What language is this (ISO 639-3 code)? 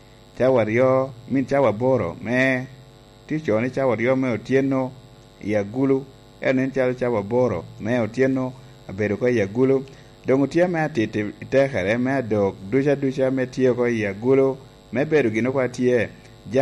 laj